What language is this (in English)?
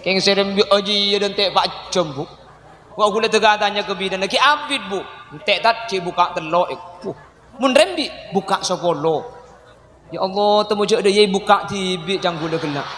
Madurese